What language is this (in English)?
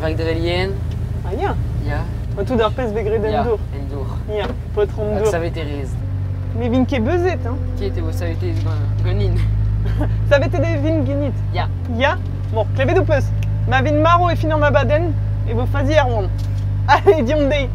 Breton